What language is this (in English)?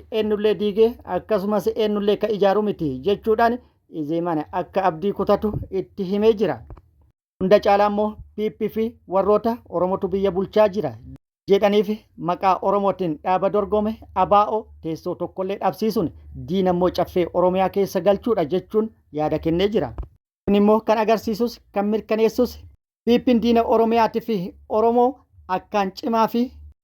Oromo